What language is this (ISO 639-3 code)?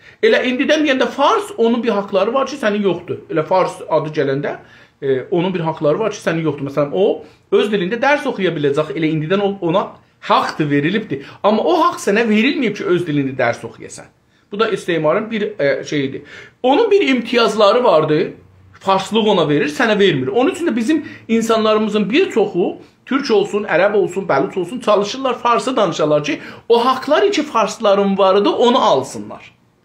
azb